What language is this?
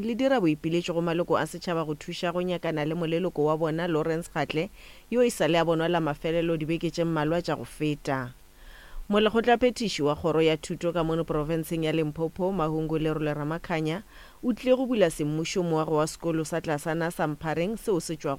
Northern Sotho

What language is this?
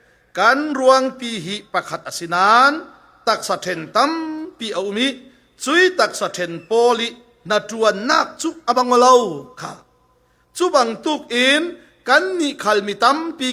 Falam Chin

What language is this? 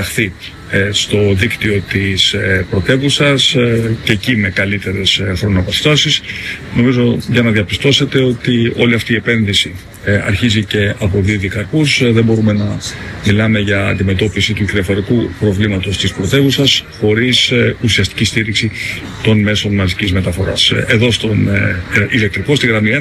Greek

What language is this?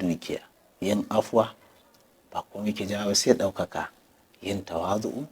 Hausa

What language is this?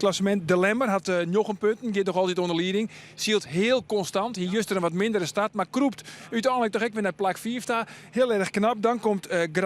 Western Frisian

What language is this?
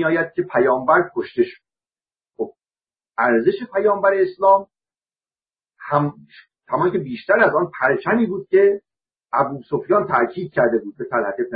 Persian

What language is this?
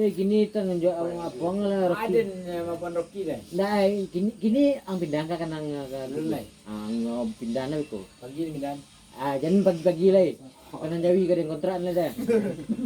Minangkabau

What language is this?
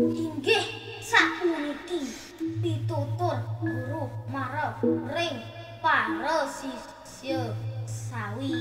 Balinese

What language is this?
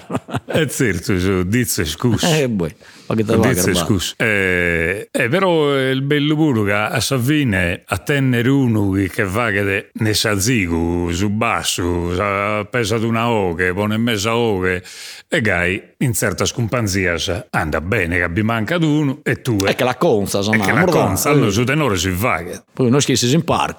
Sardinian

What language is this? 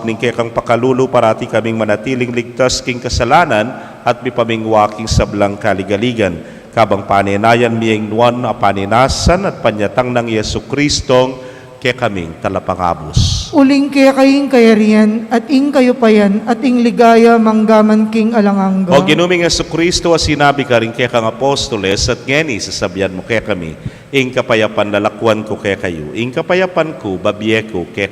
Pampanga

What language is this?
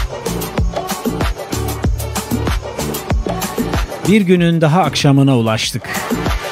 Turkish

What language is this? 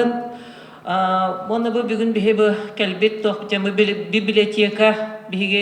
Yakut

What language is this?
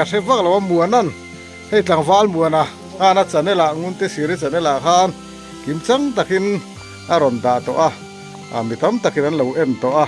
Mizo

